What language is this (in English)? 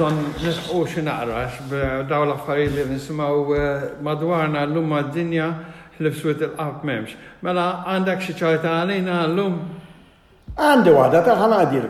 Maltese